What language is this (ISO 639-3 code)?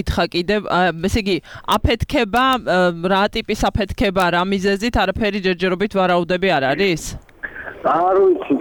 kat